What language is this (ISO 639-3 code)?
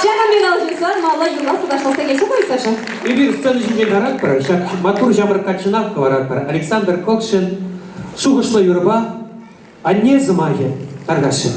chv